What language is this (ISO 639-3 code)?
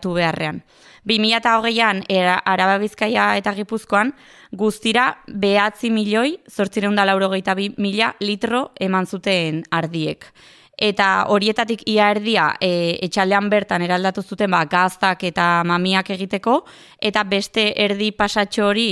eus